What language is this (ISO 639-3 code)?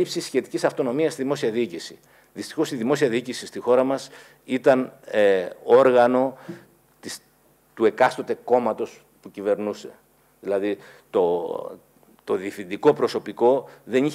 ell